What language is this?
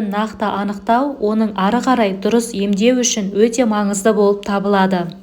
Kazakh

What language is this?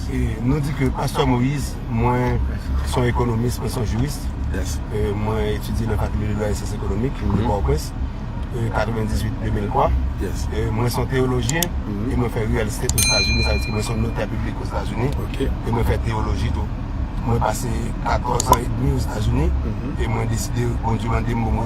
Haitian Creole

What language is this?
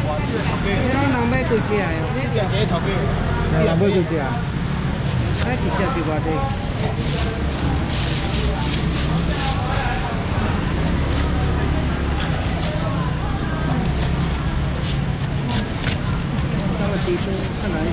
Chinese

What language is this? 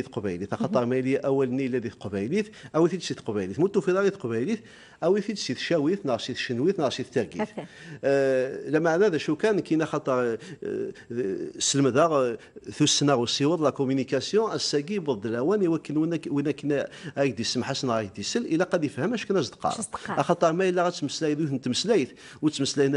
Kabyle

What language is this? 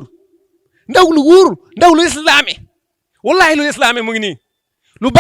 Wolof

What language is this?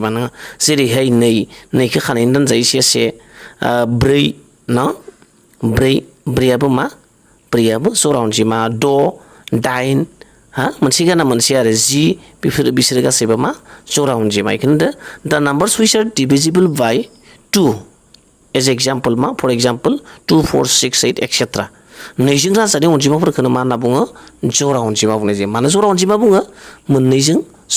Bodo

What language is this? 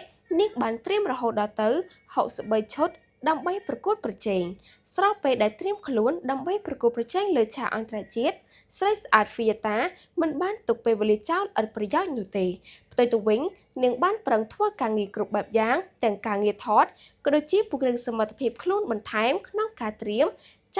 Khmer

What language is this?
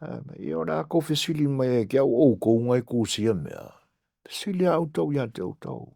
Samoan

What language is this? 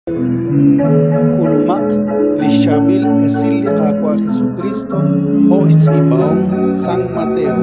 Kekchí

